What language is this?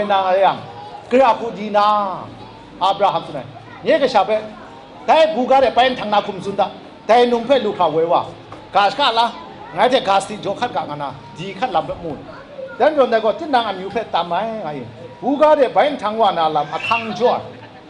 Kachin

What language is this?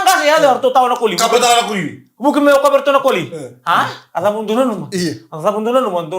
Fijian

